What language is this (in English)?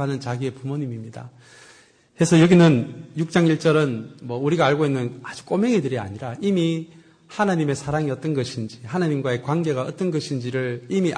Korean